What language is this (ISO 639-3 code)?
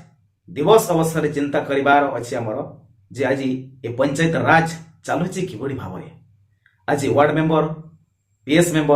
ori